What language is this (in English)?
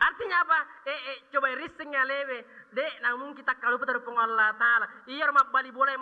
Buginese